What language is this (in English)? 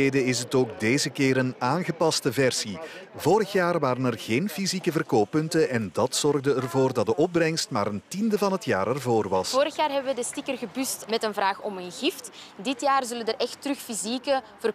Dutch